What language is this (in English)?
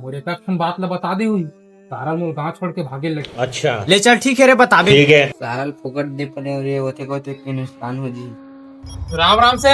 Chhattisgarhi